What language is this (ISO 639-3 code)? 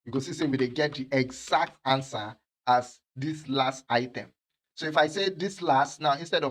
pcm